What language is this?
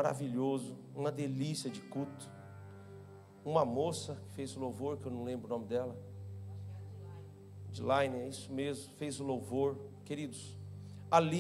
Portuguese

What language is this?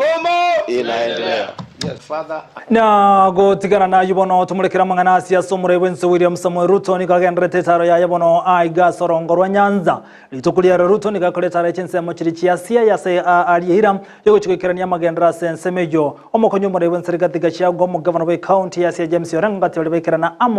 Gusii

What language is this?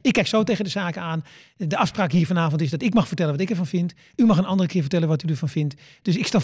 Dutch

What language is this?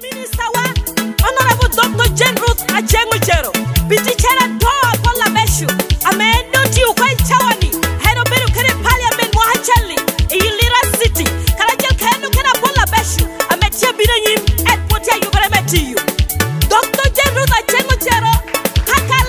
Lango (Uganda)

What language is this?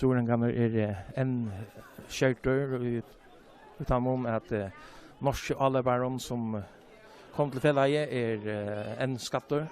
Faroese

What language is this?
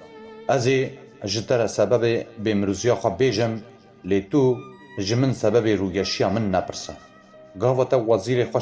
Kurdish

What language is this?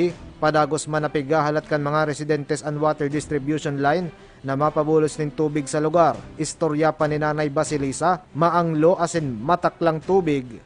Bikol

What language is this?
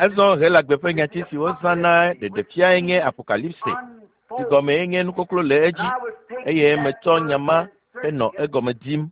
Ewe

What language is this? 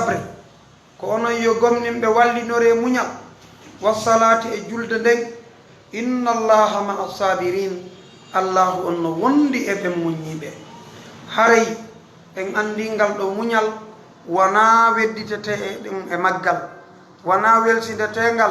Fula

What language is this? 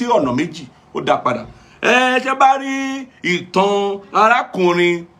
Yoruba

